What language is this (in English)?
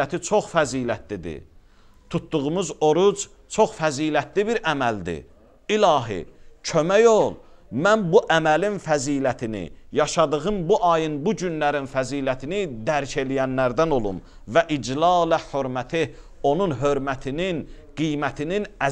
Azerbaijani